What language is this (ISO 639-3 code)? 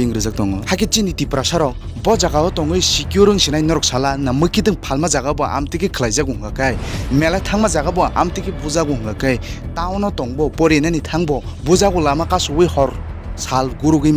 trp